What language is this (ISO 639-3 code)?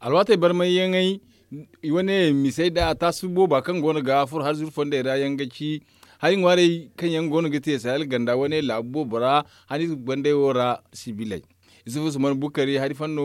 dje